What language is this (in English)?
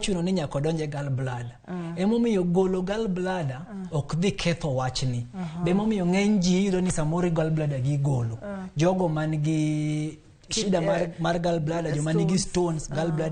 Luo (Kenya and Tanzania)